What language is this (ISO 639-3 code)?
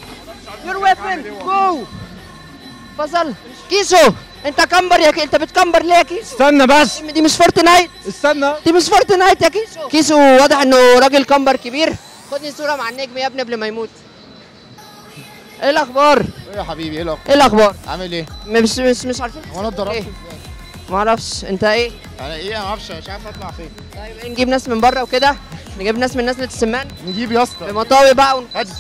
arz